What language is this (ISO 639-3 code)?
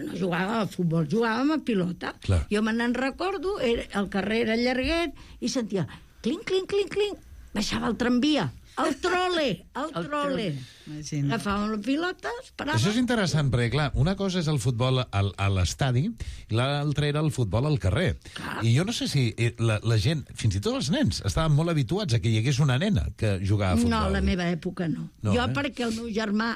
cat